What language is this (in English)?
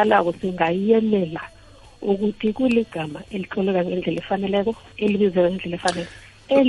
South Ndebele